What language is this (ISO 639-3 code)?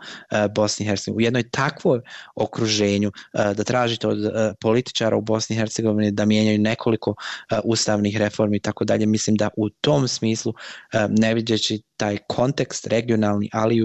bos